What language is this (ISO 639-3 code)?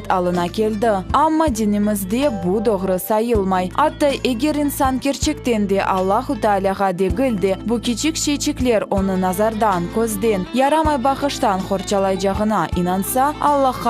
crh